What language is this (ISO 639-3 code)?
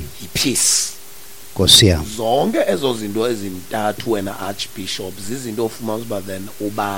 xho